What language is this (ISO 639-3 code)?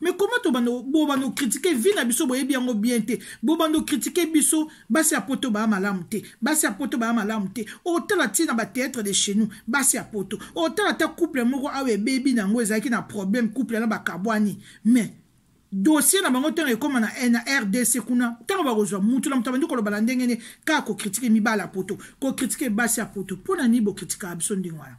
lin